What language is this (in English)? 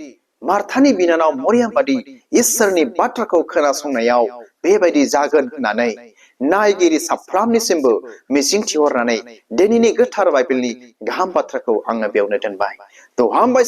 Bodo